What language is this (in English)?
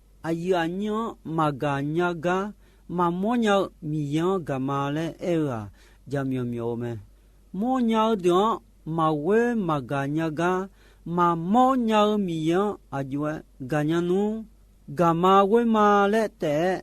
Akha